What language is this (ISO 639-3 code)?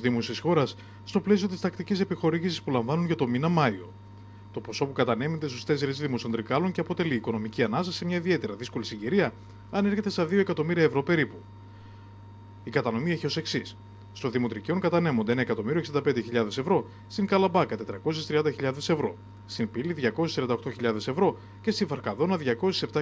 ell